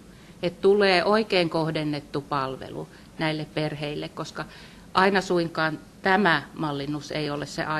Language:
Finnish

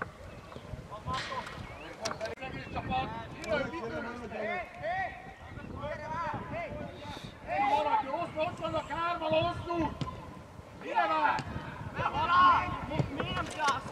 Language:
Hungarian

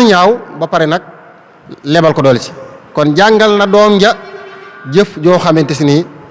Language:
Wolof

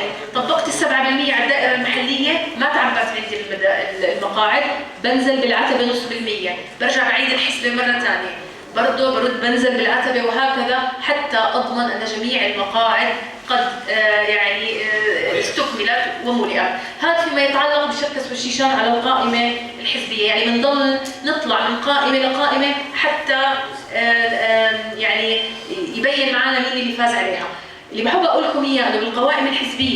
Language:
North Levantine Arabic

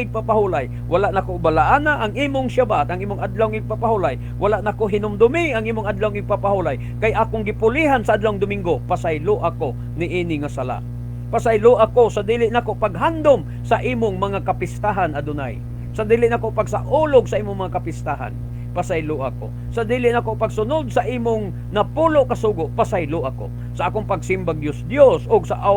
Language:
Cebuano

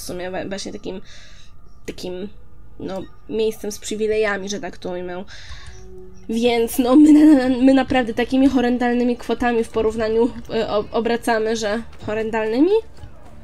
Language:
Polish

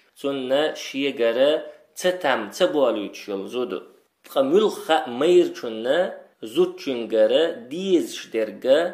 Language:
Chechen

